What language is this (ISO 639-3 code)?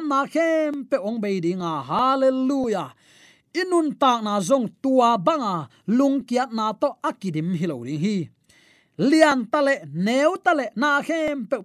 ctd